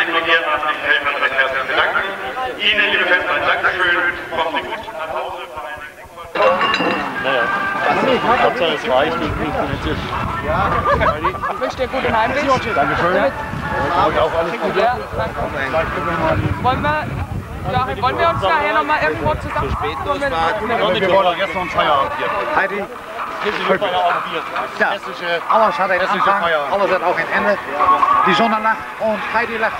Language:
German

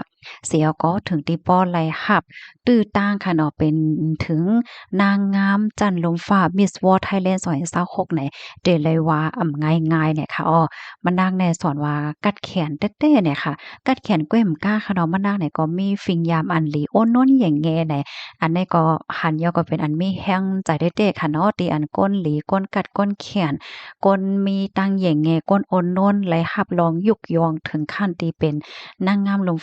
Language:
Shan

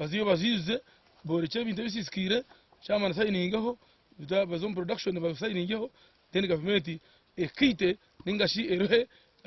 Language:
Nyankole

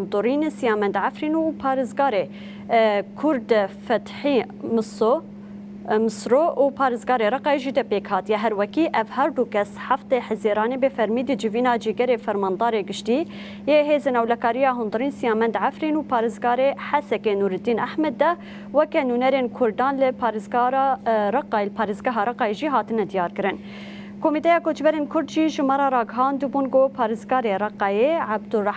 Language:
Kurdish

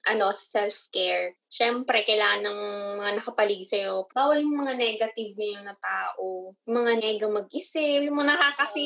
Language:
Filipino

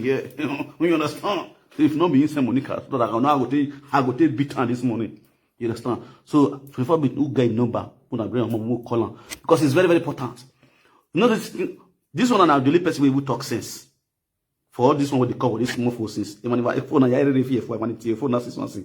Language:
Nigerian Pidgin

